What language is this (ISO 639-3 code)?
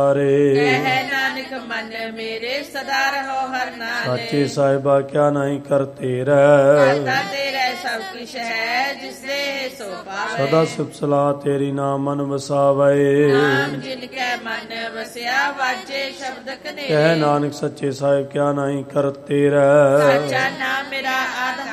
pan